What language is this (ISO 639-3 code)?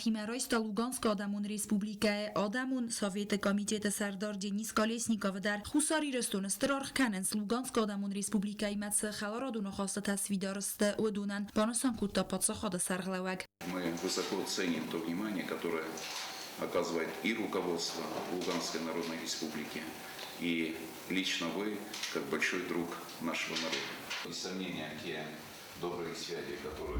oss